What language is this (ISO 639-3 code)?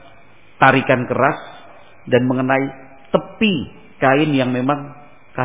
ind